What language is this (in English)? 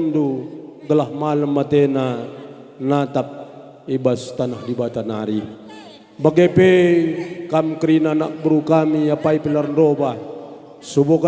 Batak Karo